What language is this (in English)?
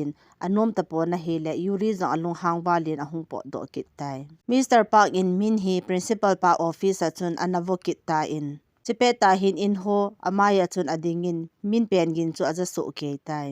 Thado Chin